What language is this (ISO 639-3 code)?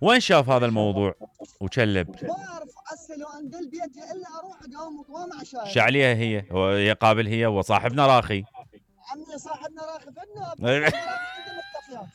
acm